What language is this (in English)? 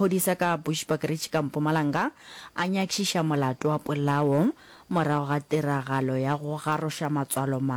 Northern Sotho